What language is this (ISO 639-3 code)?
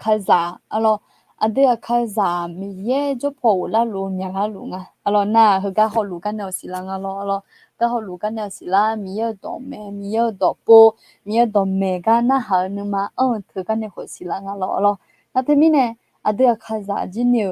ahk